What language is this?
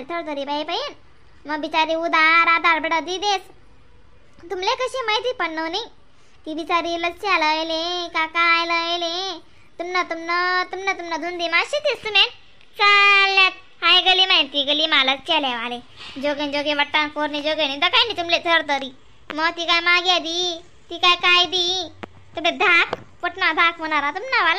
Khandesi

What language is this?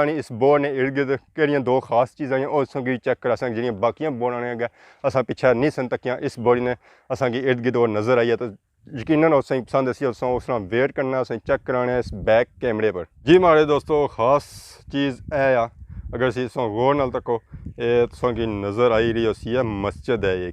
Pahari-Potwari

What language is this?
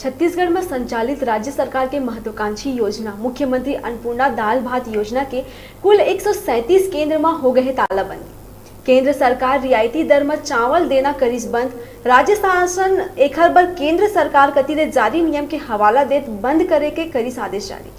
Chhattisgarhi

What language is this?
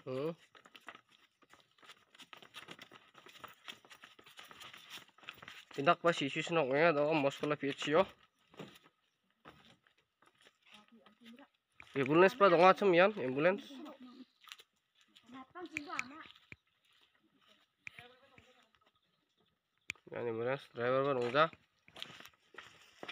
Garo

